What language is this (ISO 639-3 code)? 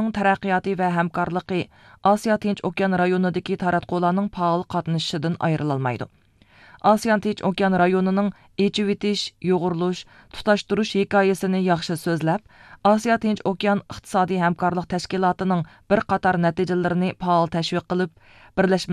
uig